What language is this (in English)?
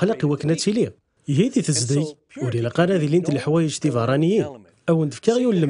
Kabyle